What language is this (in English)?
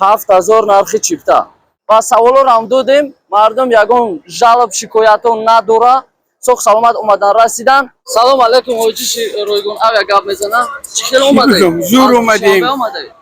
Tajik